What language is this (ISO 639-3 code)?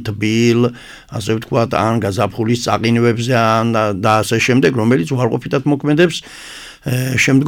kat